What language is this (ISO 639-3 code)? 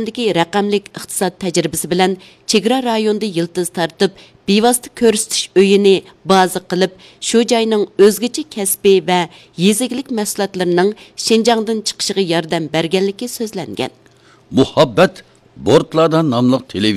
uig